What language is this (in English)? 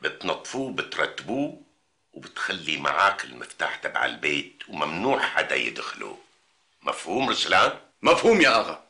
North Levantine Arabic